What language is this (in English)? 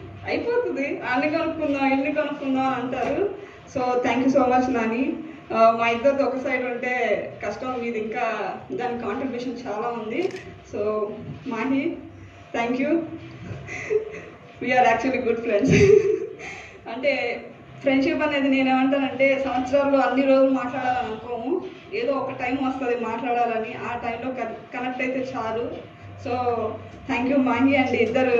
Telugu